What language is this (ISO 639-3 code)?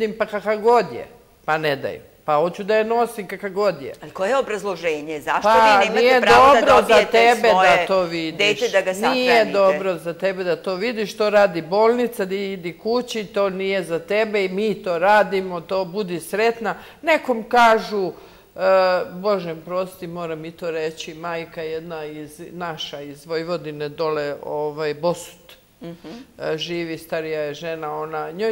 srp